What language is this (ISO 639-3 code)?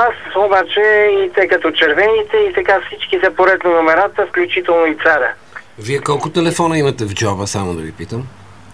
bul